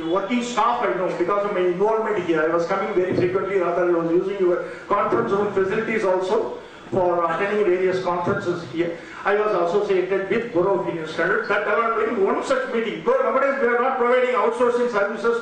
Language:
English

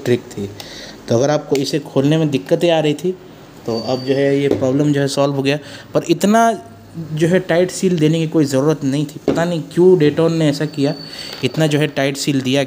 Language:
Hindi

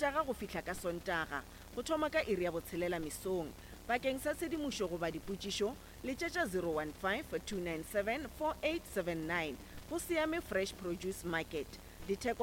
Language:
Northern Sotho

